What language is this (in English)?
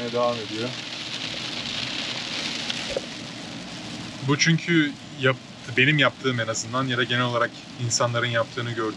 Turkish